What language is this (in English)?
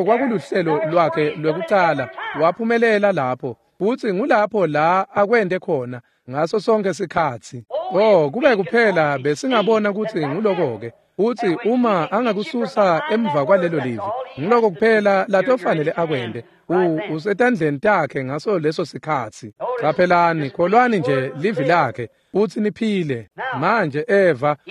Swati